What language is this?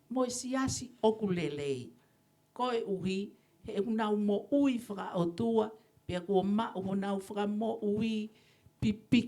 Tongan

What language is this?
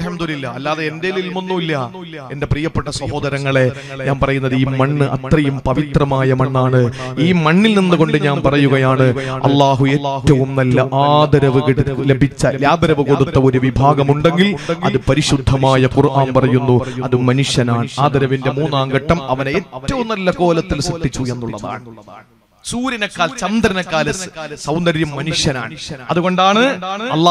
Malayalam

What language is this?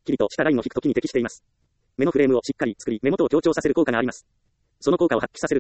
Japanese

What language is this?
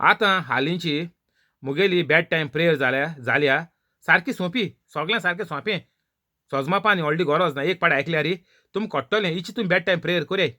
Konkani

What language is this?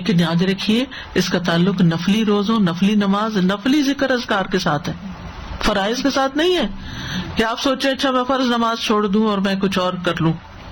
Urdu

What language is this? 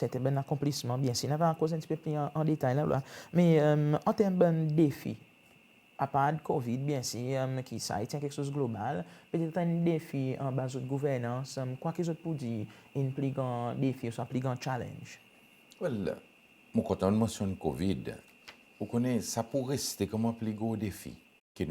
Seselwa Creole French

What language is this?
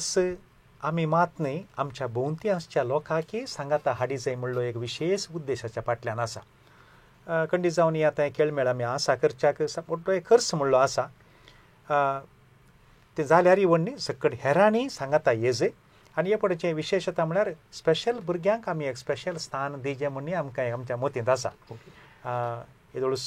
Konkani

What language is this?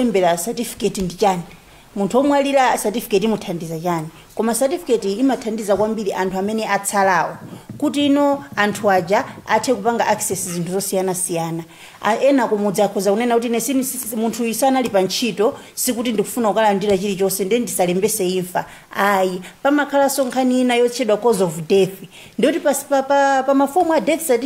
Nyanja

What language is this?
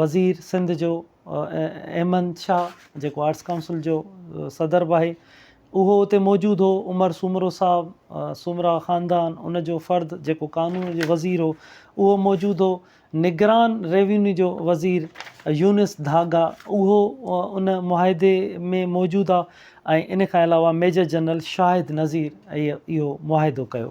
Sindhi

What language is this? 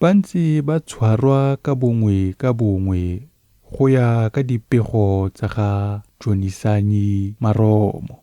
Tswana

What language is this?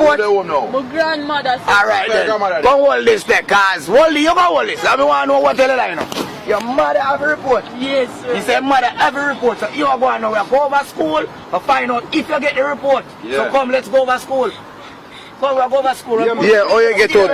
Jamaican Creole English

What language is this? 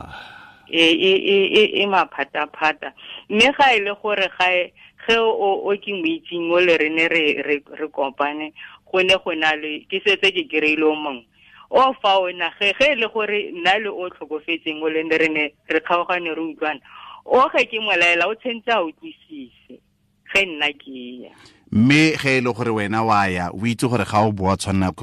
Tswana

